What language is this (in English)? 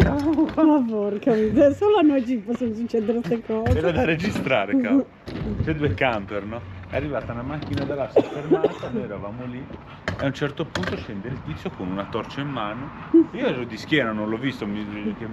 Italian